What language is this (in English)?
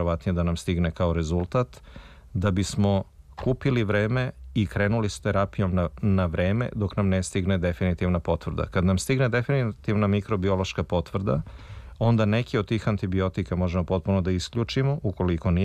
Serbian